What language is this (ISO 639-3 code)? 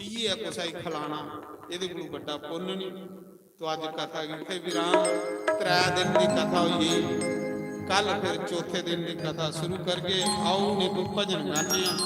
doi